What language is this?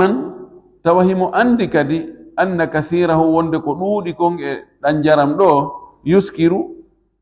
Fula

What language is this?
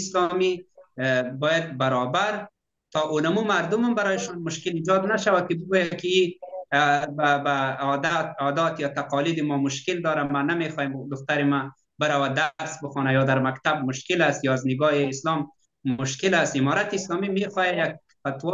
Persian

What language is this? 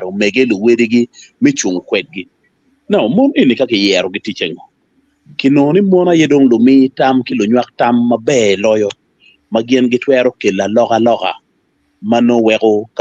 Acoli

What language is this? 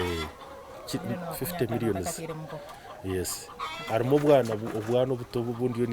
Nyankole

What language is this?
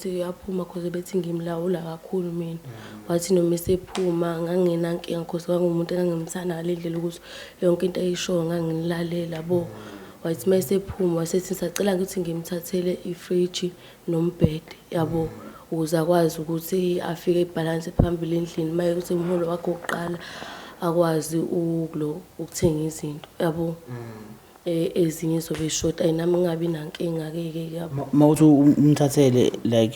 Zulu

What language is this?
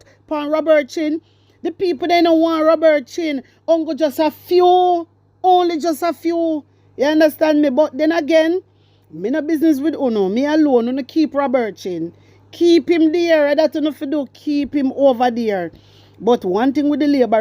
Jamaican Creole English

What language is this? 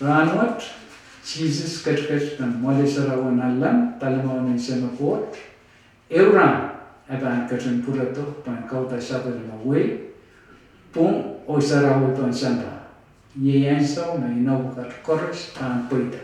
Pohnpeian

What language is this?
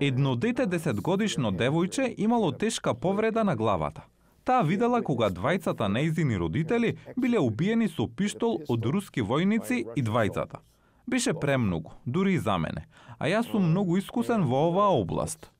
Macedonian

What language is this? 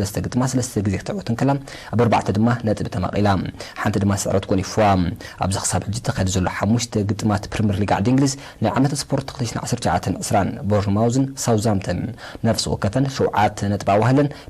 Tigrinya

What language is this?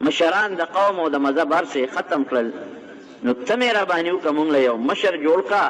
Pashto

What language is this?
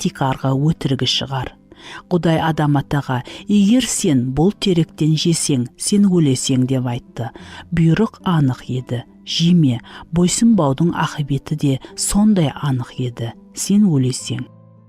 Kara-Kalpak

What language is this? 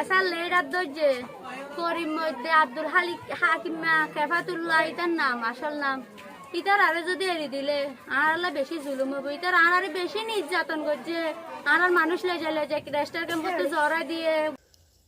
Rohingya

